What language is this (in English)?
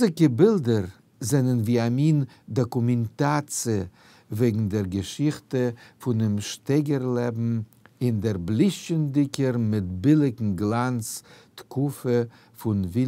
Yiddish